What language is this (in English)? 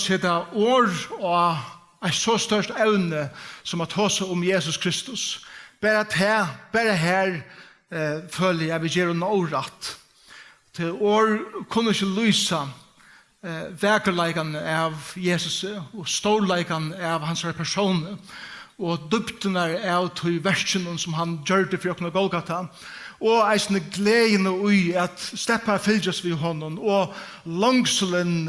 Faroese